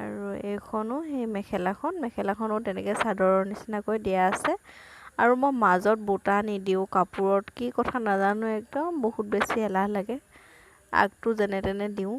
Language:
Assamese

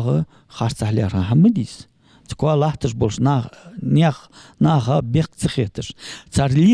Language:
Ingush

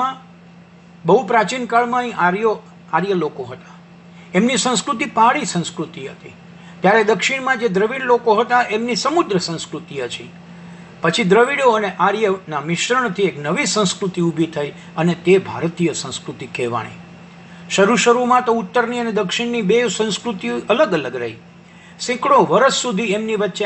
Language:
Gujarati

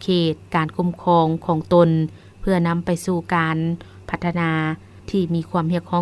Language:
Lao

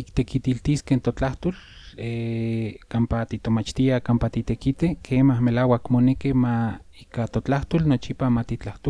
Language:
Central Nahuatl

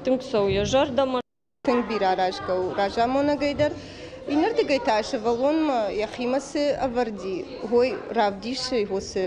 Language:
Ossetic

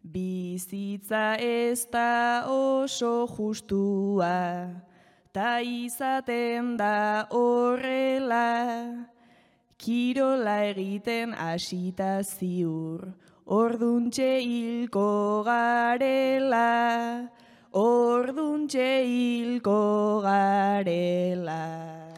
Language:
Basque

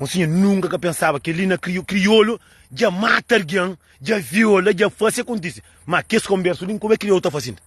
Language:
Kabuverdianu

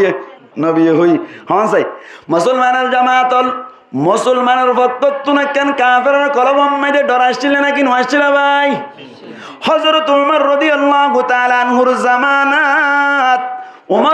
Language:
Rohingya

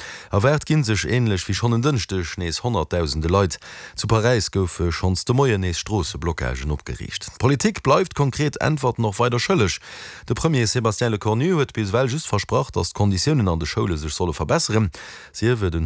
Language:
Luxembourgish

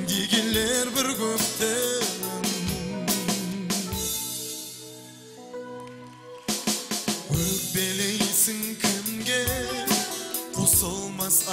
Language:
Kazakh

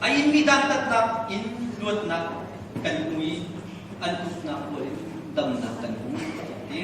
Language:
Hakha Chin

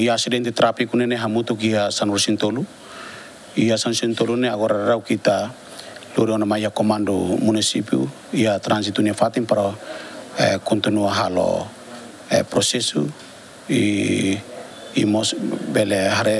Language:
Tetum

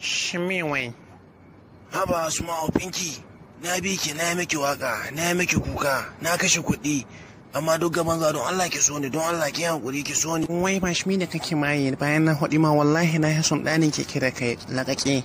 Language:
Hausa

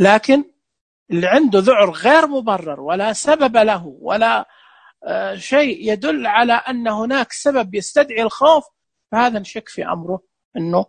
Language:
Najdi Arabic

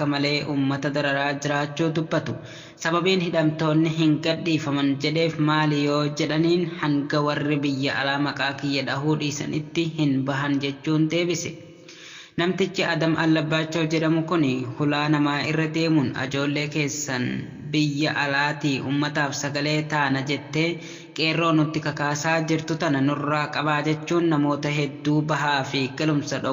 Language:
Oromo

